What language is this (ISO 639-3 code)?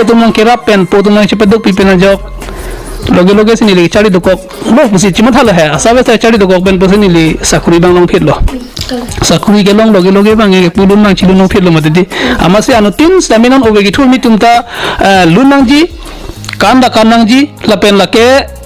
mjw